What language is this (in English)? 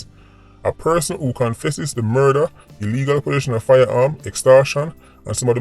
Jamaican Creole English